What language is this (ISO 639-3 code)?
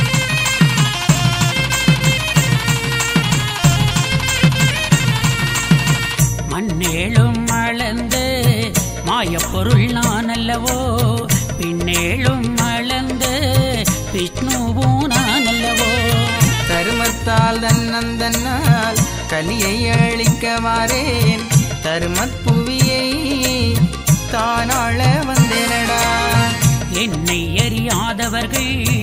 tam